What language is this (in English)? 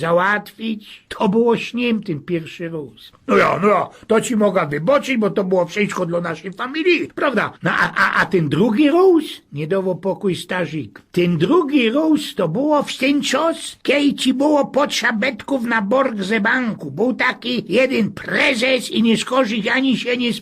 Silesian